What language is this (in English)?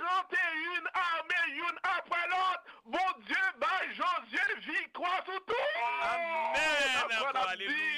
Haitian Creole